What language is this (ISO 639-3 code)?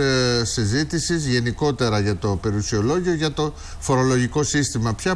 ell